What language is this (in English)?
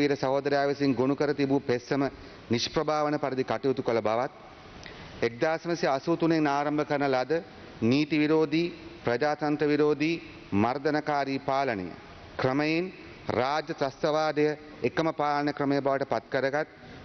Sinhala